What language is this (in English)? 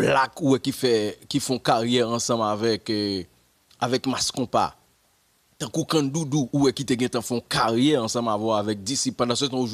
Haitian Creole